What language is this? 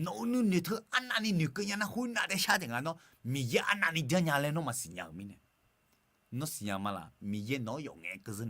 Akha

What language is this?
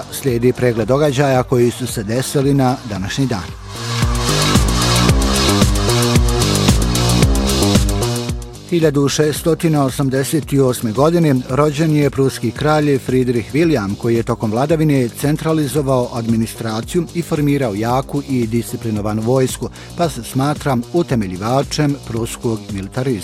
Bosnian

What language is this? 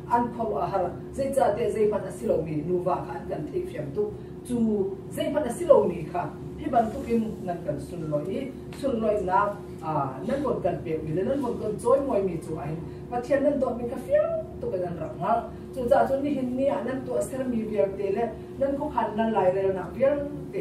Hakha Chin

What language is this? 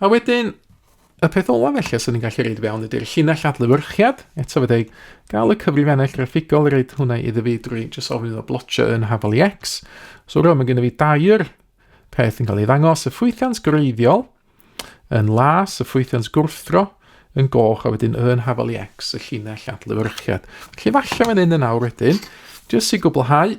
Welsh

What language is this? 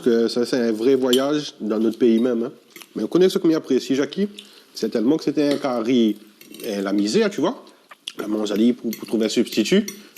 Réunion Creole French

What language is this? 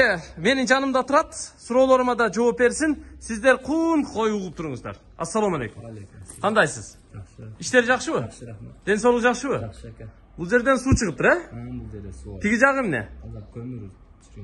Kyrgyz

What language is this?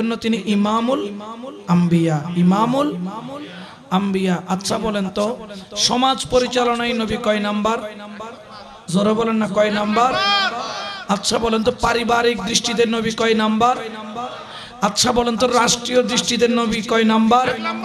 Bangla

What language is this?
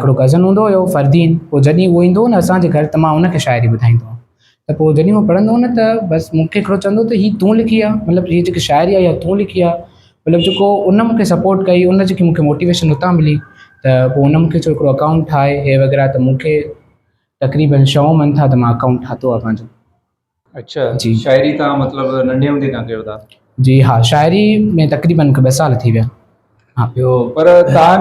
Sindhi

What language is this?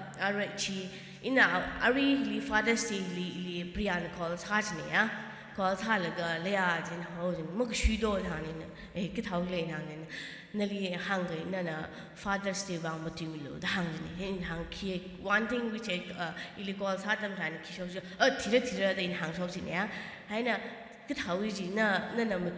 Tangkhul Naga (India)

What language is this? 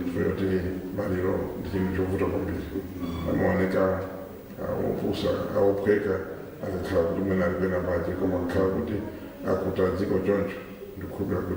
Nyanja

